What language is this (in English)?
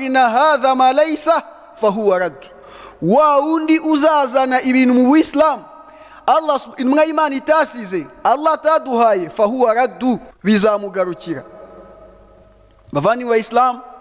Kinyarwanda